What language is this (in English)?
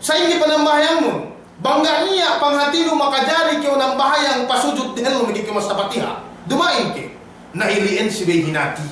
Yakan